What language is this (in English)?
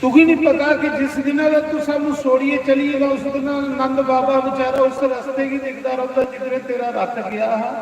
Dogri